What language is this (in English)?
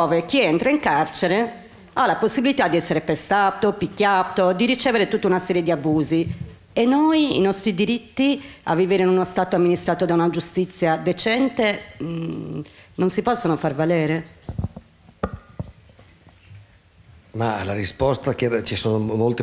Italian